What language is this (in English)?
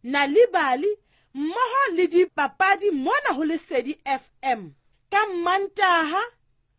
Southern Sotho